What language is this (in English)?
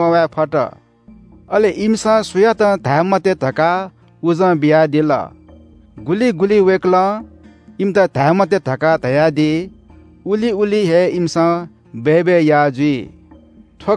Newari